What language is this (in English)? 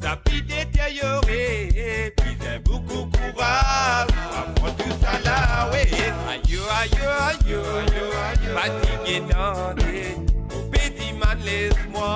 Morisyen